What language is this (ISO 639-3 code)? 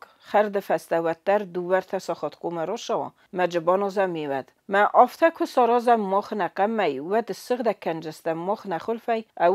oss